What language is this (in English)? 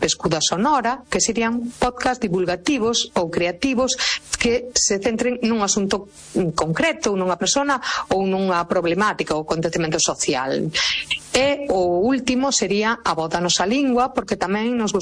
Galician